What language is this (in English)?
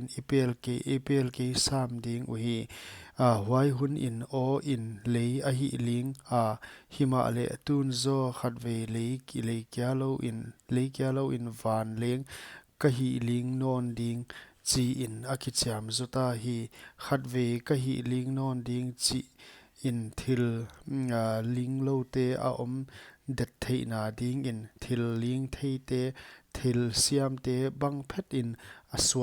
Paite Chin